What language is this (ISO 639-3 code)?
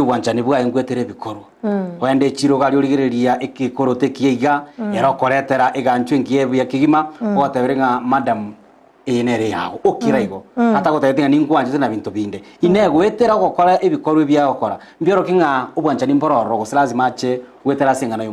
guz